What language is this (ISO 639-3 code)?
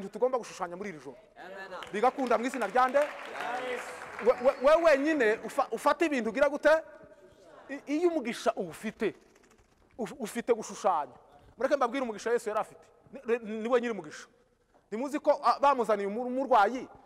kin